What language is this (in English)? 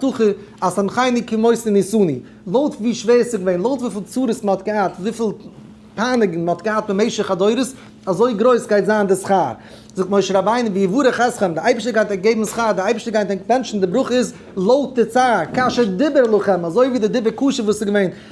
Yiddish